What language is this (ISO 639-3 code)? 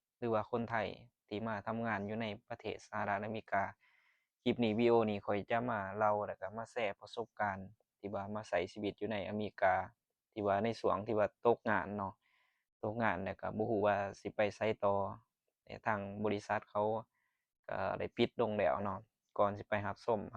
lao